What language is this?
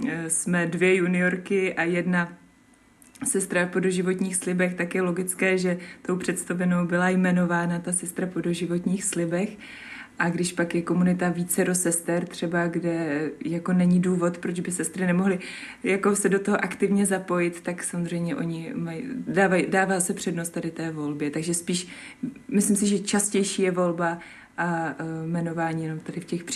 Czech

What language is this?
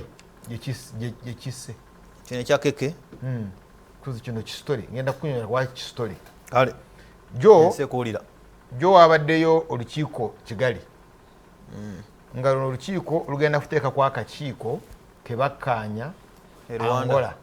Ganda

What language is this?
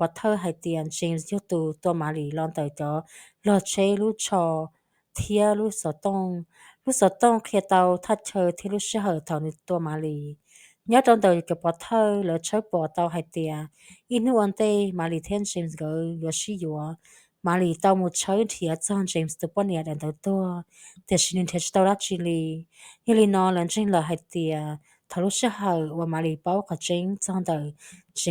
Hmong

